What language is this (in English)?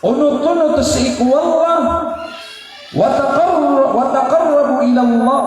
Maranao